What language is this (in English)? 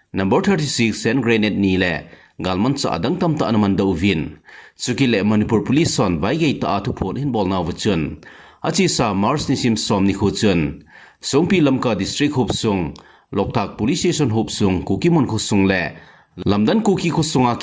Thado Chin